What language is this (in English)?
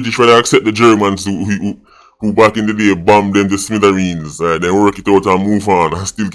Jamaican Creole English